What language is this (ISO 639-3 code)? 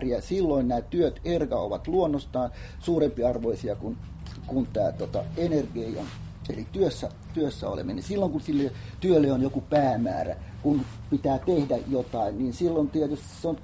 fin